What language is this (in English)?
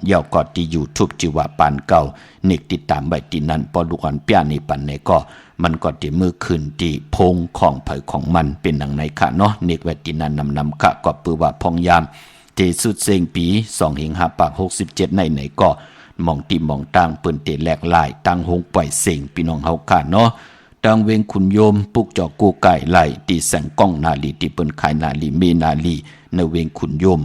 Shan